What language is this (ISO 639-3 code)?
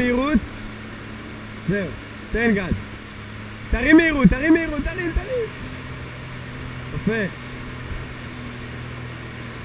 heb